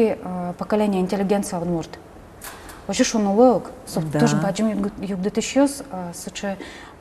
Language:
Udmurt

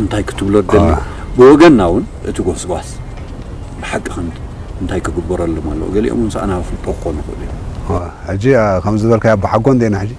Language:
Tigrinya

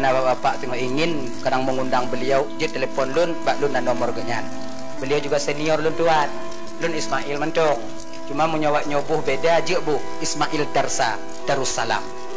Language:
Achinese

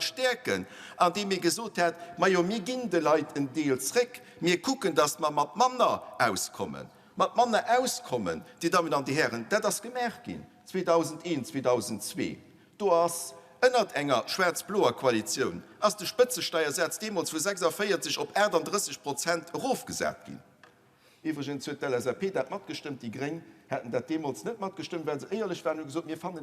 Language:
Luxembourgish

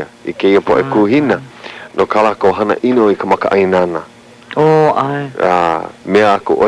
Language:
Hawaiian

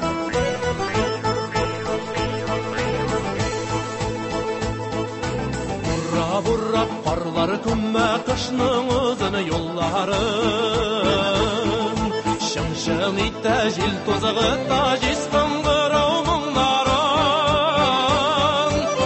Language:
Tatar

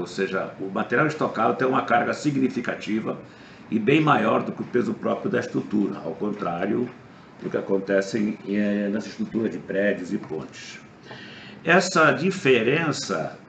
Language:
Portuguese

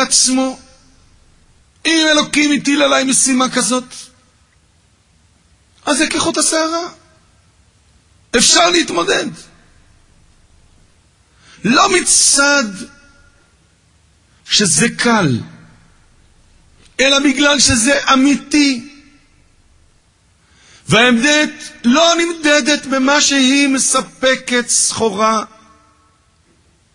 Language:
Hebrew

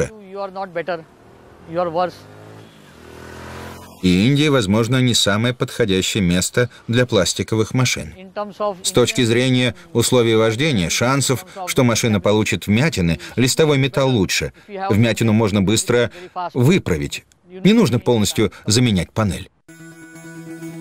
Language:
Russian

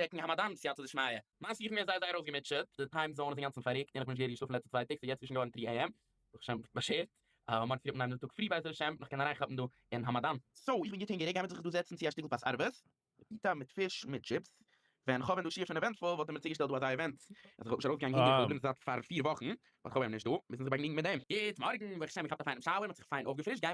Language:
Yiddish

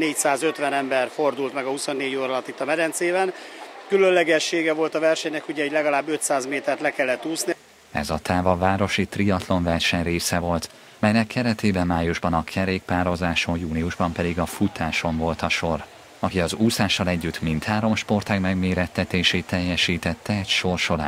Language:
Hungarian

